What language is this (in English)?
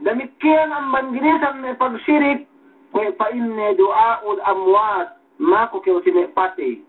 Yakan